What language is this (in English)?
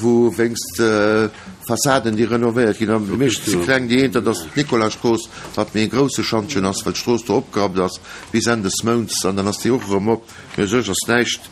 Luxembourgish